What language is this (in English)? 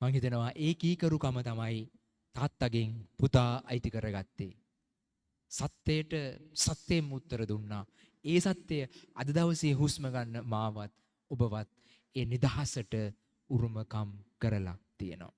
Sinhala